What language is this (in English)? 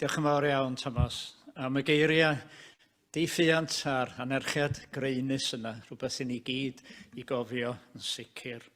Welsh